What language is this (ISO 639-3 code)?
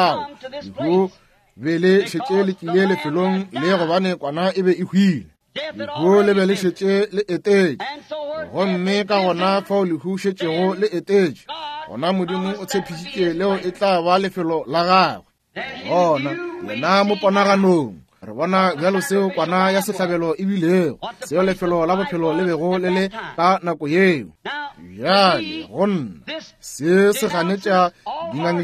nso